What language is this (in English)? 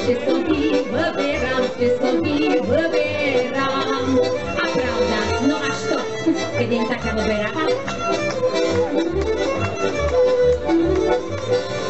Slovak